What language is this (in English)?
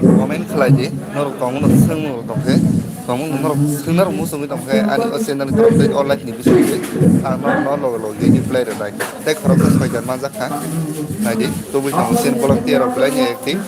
Kok Borok